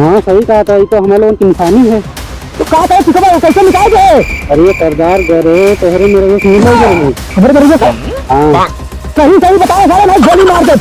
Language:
Awadhi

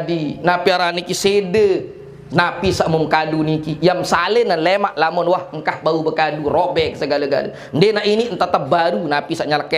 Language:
Sasak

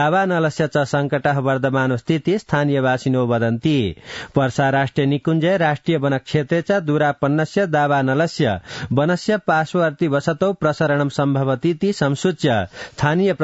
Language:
Sanskrit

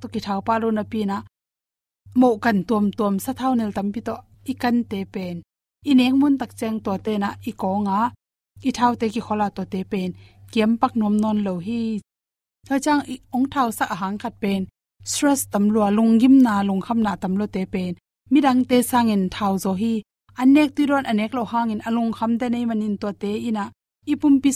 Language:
Tedim Chin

